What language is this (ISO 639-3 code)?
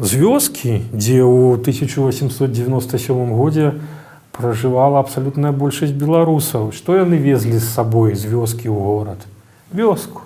bel